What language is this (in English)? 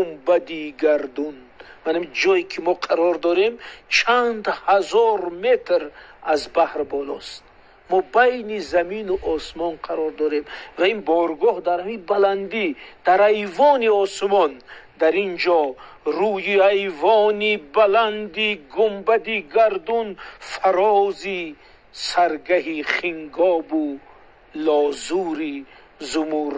Tajik